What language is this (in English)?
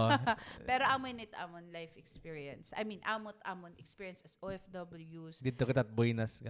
Waray